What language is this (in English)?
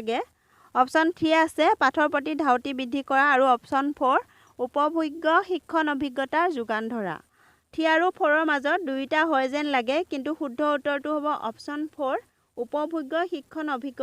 Assamese